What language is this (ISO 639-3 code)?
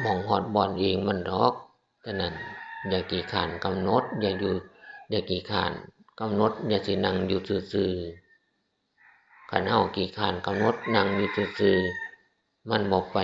tts